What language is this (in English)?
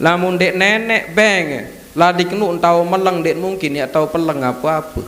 Sasak